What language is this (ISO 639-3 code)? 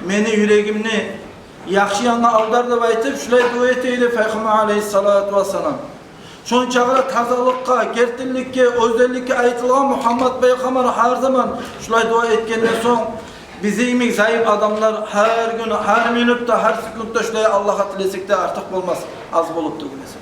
kum